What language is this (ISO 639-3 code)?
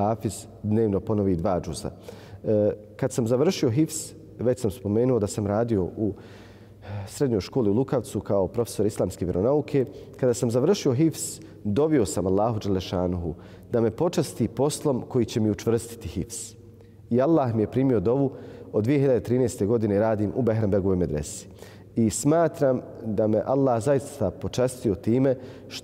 bos